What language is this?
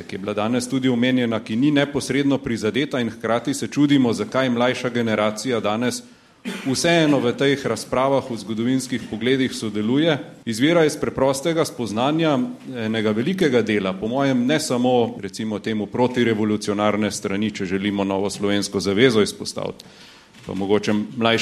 Slovenian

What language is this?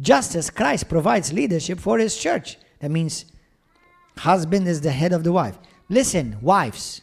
English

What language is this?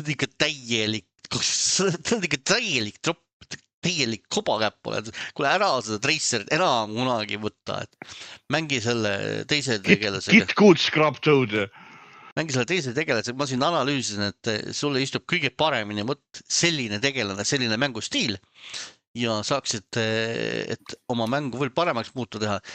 Estonian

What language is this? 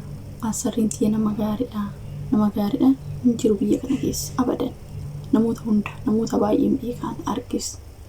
Oromo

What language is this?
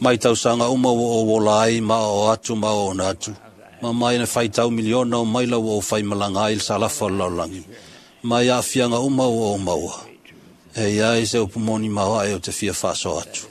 Samoan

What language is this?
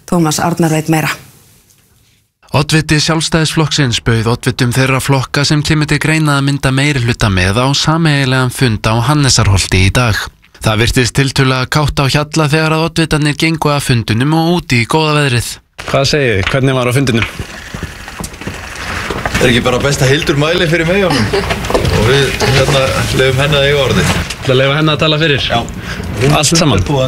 Icelandic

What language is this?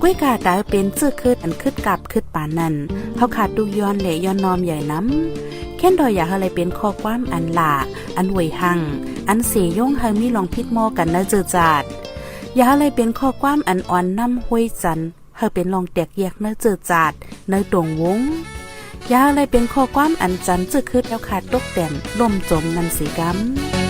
Shan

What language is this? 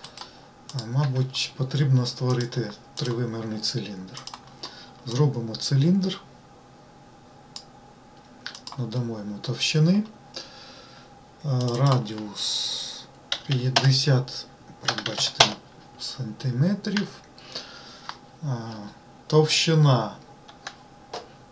Ukrainian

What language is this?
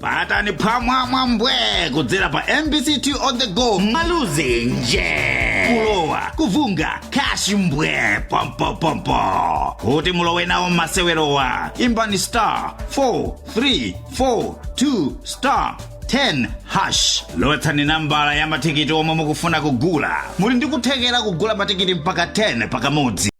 Nyanja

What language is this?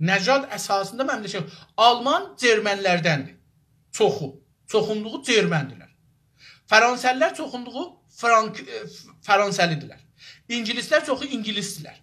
South Azerbaijani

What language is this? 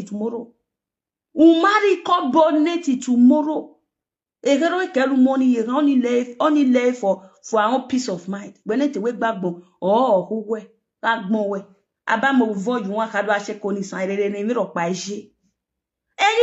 Nigerian Pidgin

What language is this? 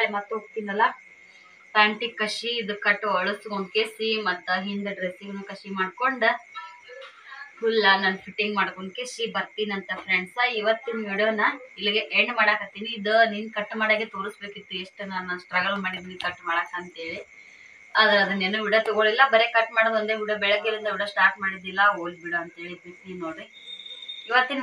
Kannada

